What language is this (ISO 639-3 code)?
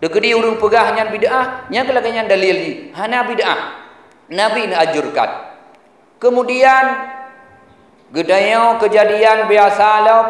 ace